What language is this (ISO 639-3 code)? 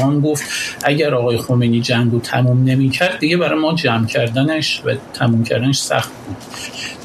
fas